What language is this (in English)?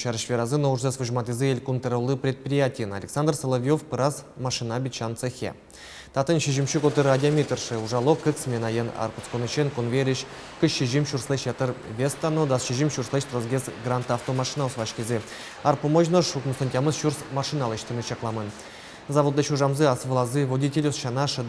Udmurt